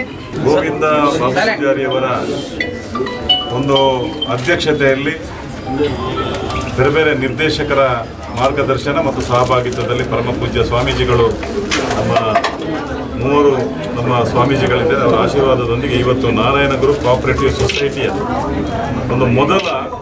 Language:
Kannada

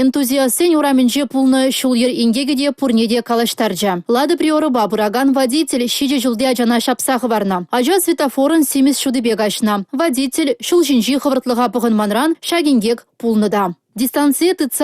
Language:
Chuvash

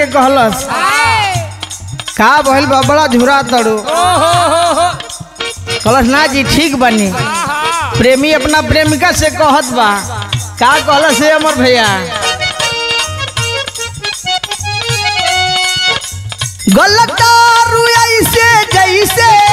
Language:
Bhojpuri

